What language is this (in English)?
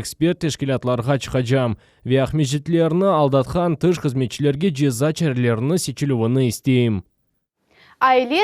Crimean Tatar